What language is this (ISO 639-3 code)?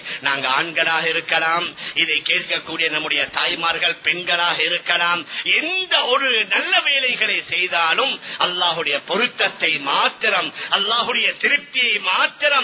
tam